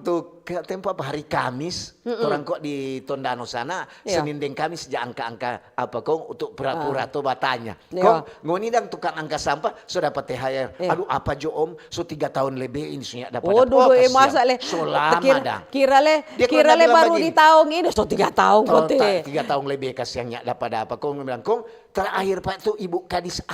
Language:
Manado Malay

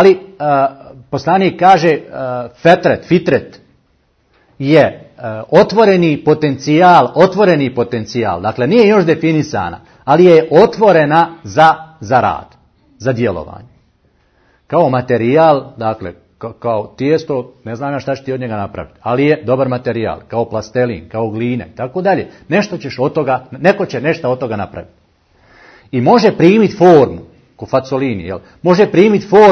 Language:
Bosnian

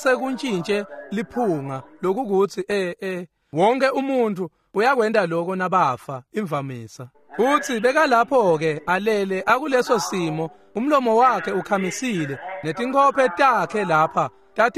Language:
Swati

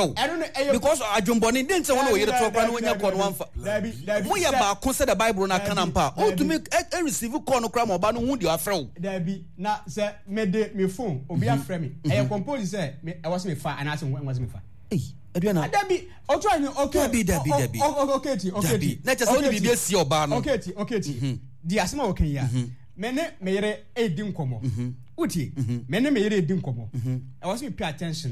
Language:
Akan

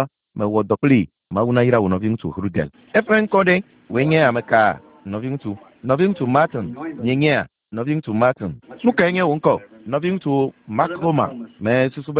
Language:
Ewe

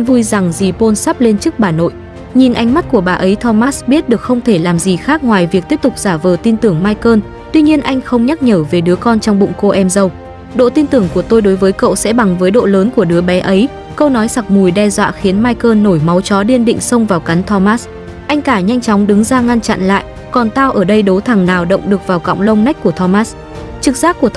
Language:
Vietnamese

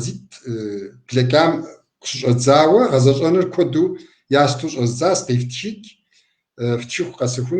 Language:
Kabardian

